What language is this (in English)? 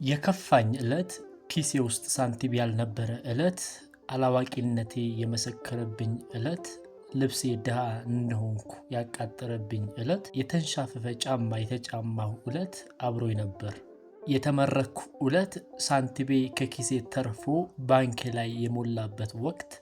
Amharic